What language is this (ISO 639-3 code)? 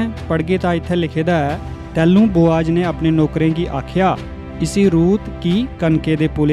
doi